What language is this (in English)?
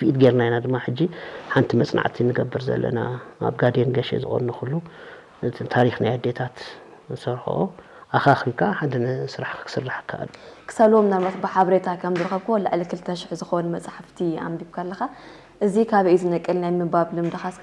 Tigrinya